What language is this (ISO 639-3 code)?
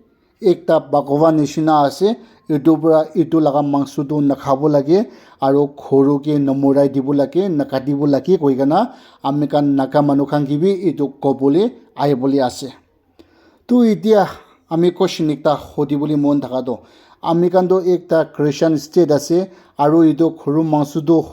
nag